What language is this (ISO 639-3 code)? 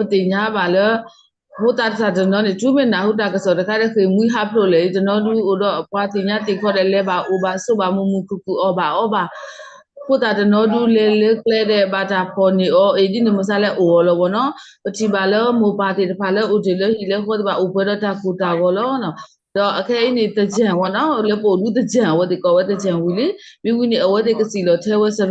ksw